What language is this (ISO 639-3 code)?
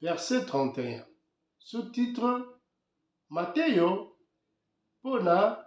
lin